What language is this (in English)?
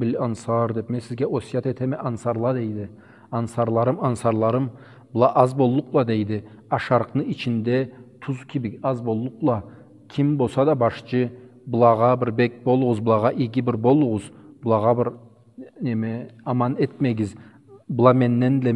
Karachay-Balkar